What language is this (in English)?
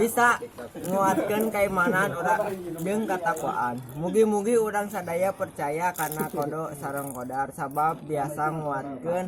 Sundanese